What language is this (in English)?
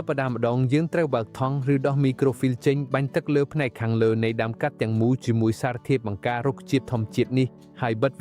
Khmer